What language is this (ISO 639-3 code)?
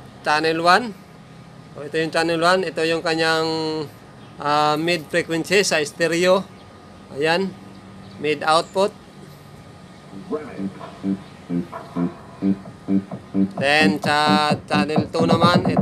fil